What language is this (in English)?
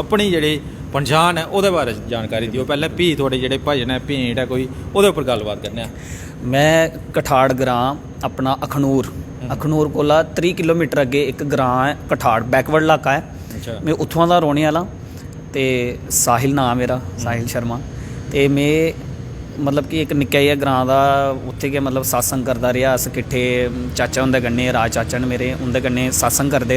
Dogri